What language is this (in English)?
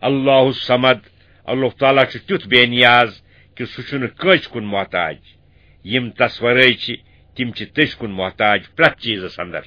Kashmiri